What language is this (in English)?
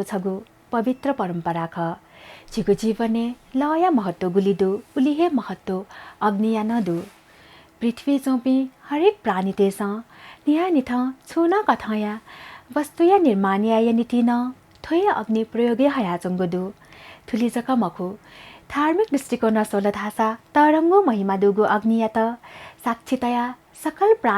Newari